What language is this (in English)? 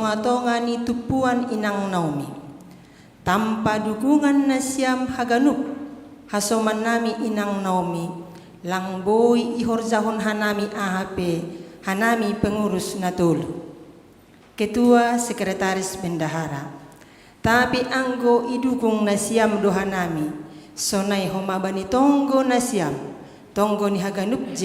Batak Simalungun